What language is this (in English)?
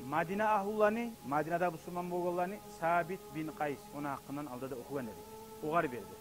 Kumyk